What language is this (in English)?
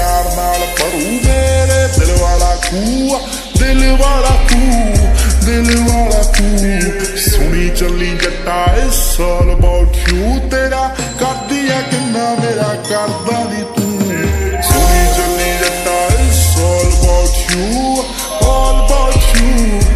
Punjabi